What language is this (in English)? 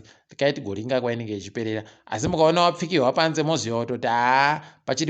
Ndau